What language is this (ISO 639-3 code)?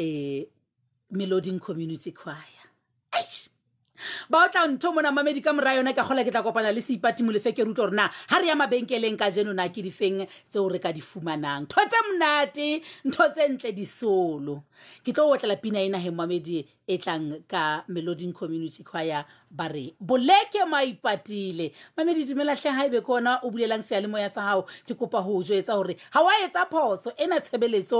sot